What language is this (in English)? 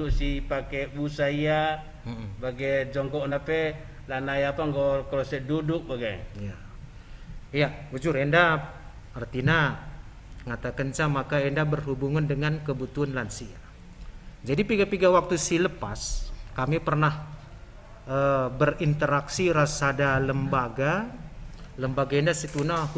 Batak Karo